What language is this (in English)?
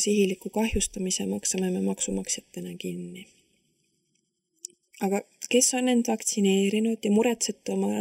Estonian